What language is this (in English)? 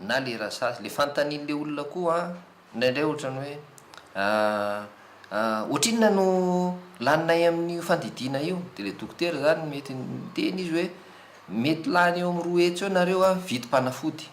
Malagasy